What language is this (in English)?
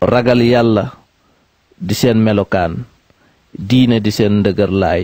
Wolof